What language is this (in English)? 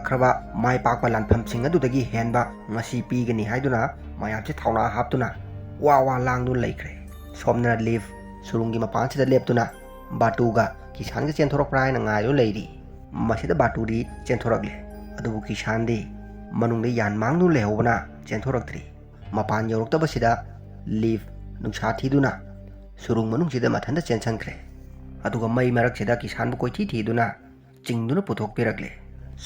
Manipuri